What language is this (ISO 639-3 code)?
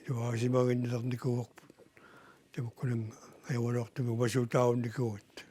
kal